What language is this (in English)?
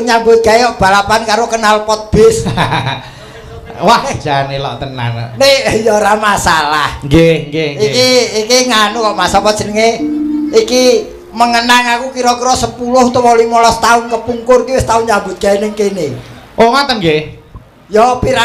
Javanese